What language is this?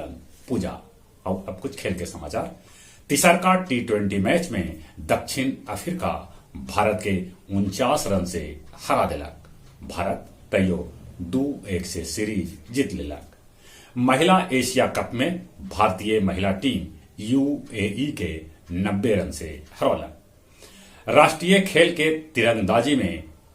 Magahi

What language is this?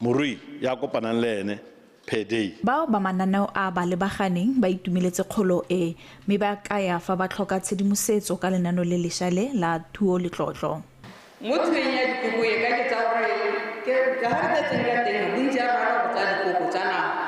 Tswana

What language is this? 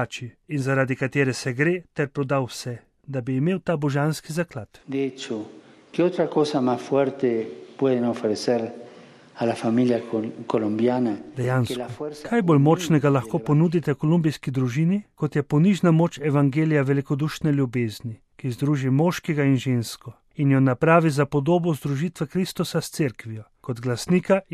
Slovenian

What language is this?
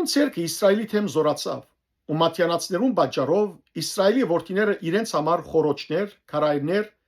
Western Armenian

